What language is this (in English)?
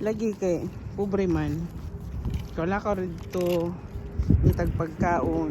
Cebuano